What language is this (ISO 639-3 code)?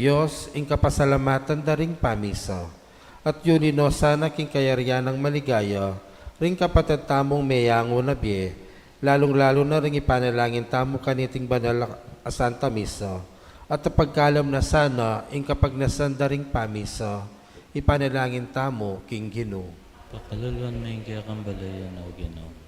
pam